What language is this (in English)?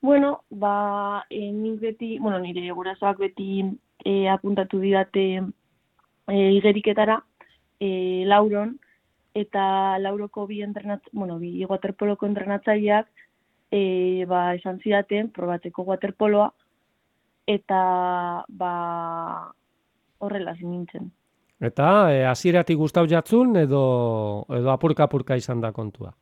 Basque